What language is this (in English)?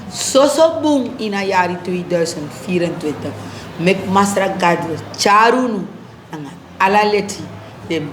Sranan Tongo